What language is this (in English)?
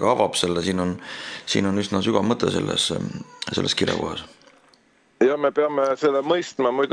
Estonian